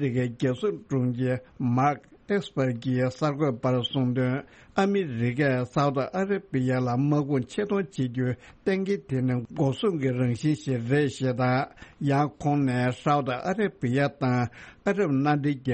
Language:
Tibetan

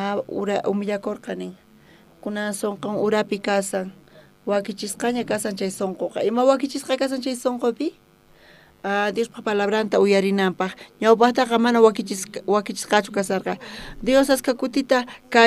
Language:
South Bolivian Quechua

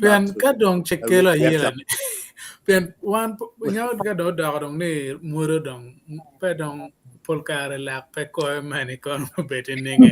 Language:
Acoli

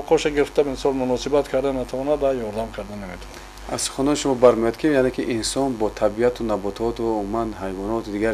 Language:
Tajik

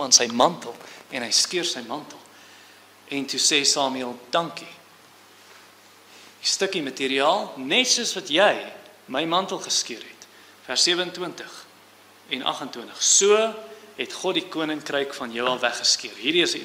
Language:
Afrikaans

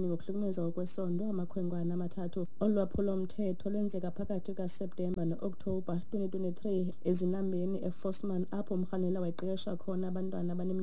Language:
Xhosa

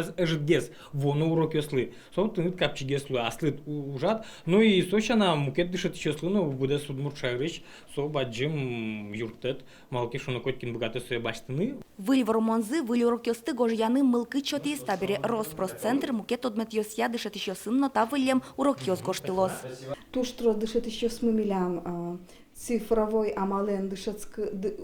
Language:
Udmurt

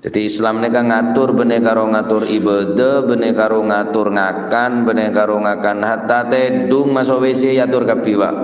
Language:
Madurese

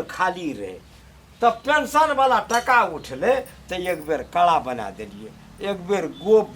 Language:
Maithili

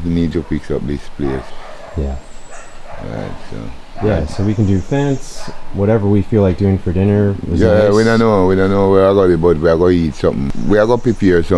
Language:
Jamaican Creole English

